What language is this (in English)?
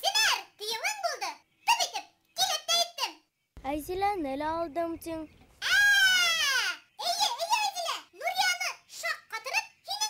Bashkir